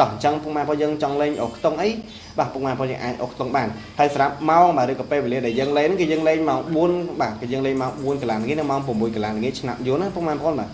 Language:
Khmer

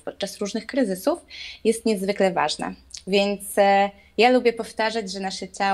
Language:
Polish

